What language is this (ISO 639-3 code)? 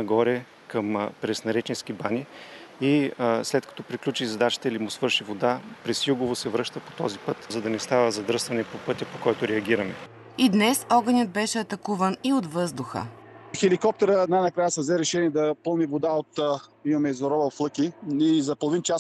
bul